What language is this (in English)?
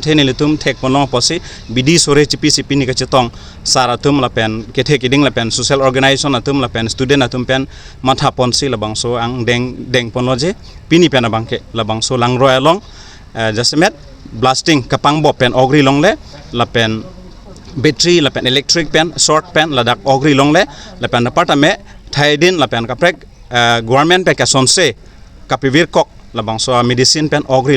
Karbi